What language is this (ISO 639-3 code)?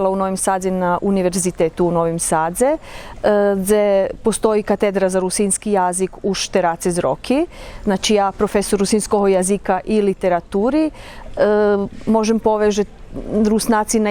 rue